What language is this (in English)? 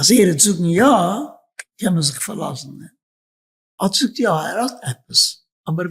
Yiddish